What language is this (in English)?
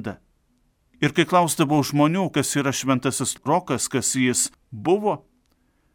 Lithuanian